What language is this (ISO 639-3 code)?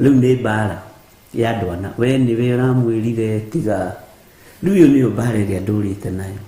kik